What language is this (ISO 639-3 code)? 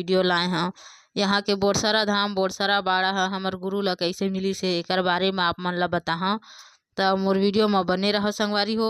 hne